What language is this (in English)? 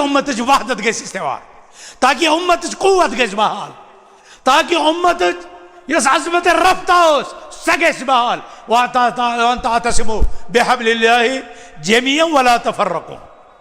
Kashmiri